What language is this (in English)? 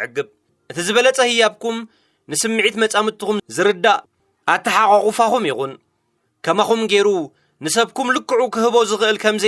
Tigrinya